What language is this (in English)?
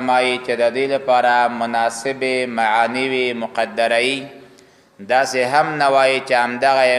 Pashto